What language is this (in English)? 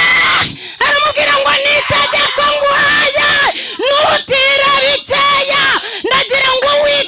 Kinyarwanda